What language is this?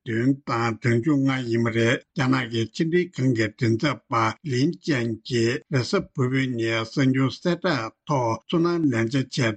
Tibetan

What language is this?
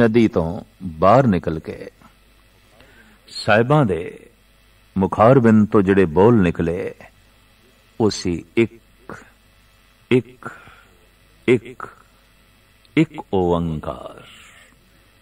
Punjabi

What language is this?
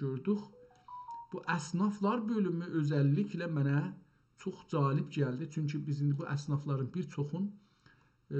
South Azerbaijani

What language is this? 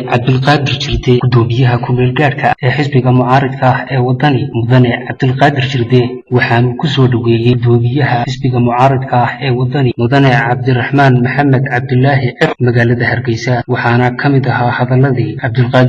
Somali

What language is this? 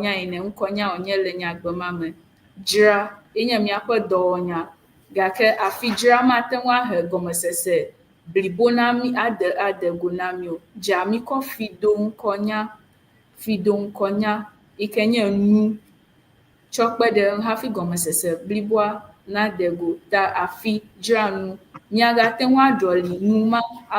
Ewe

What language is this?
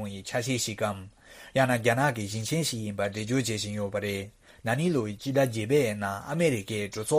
Tibetan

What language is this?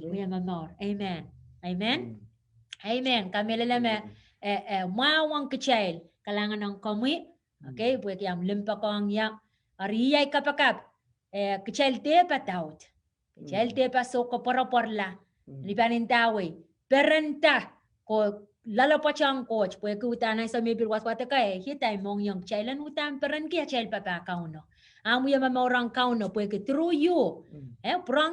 Pohnpeian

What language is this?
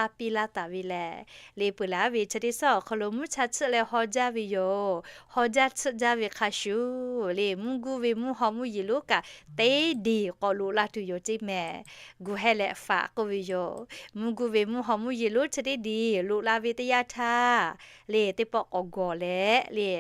Lahu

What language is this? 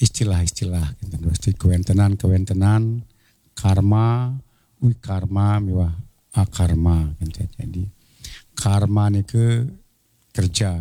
Balinese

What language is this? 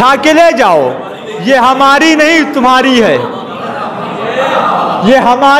Hindi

